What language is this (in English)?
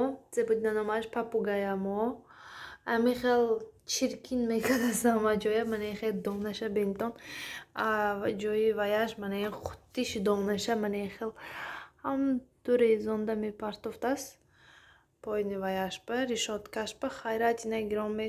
Tajik